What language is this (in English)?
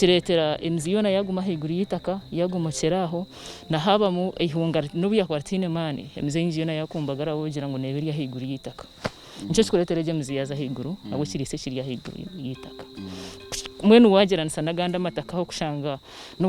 Nyankole